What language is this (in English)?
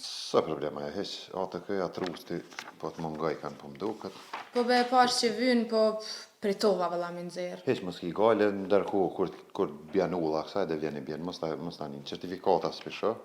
Albanian